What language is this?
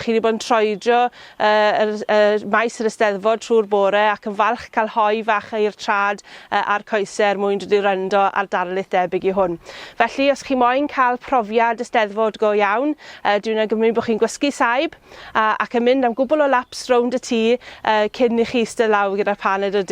Welsh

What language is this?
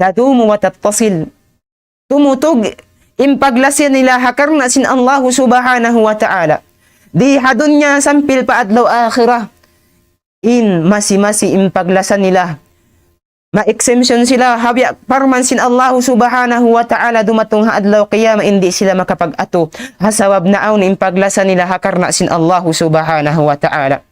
Tausug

